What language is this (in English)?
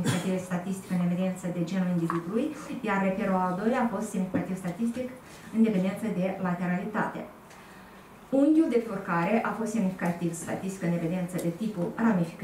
Romanian